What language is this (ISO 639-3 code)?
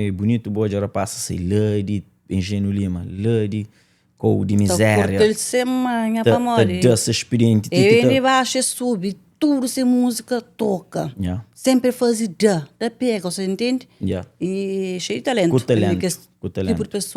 kea